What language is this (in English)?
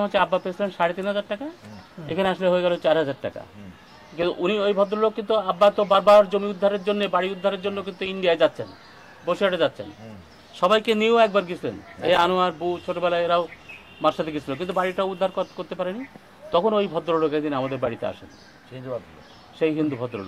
Bangla